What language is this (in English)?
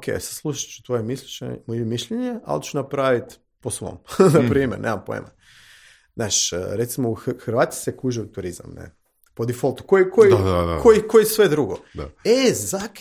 Croatian